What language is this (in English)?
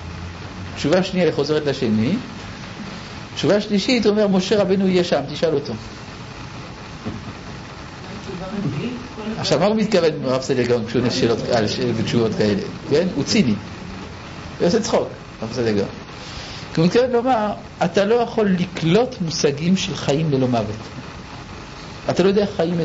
Hebrew